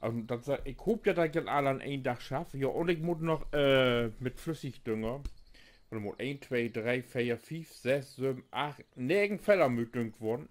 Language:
Low German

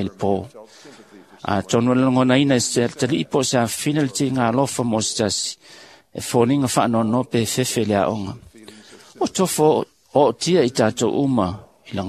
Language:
Samoan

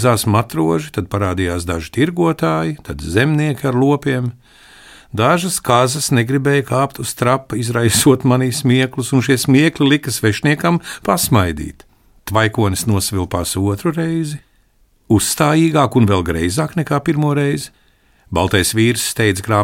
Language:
Latvian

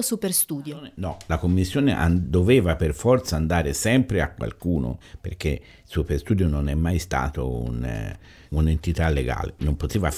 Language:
Italian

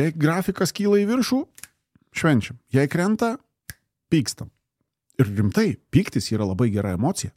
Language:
Lithuanian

